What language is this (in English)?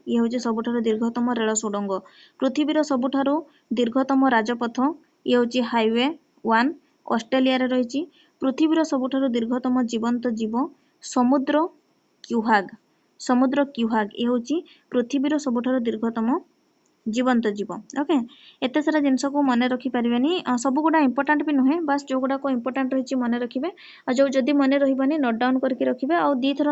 Odia